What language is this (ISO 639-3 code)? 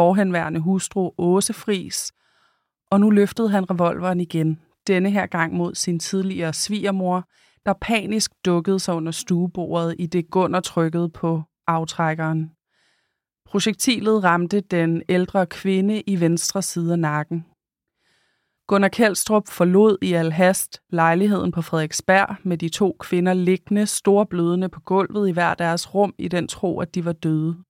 dan